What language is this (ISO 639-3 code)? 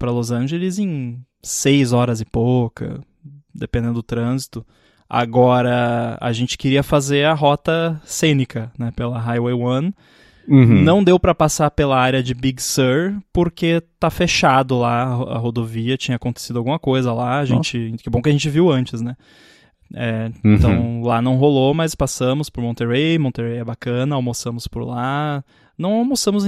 por